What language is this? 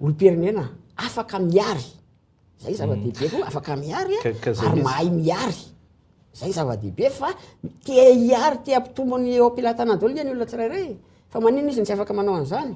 Malagasy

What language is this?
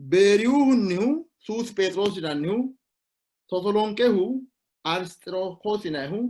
Sidamo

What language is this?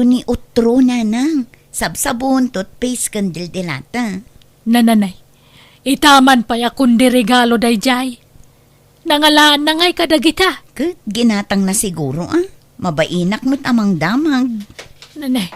Iloko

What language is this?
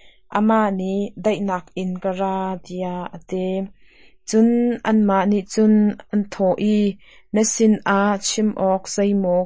Hakha Chin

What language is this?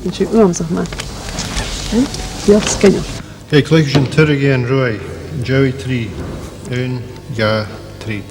Scottish Gaelic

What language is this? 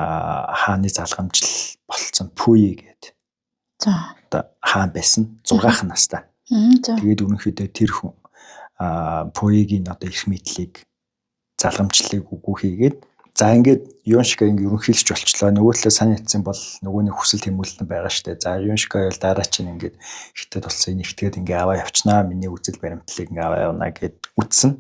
Mongolian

